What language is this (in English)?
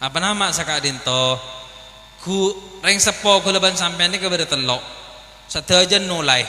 Madurese